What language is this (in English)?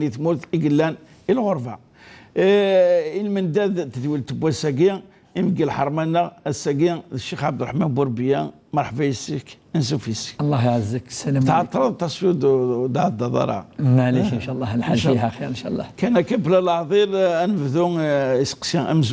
Kabyle